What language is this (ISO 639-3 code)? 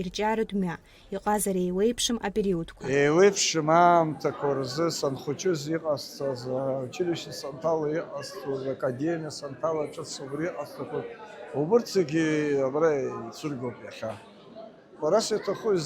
abk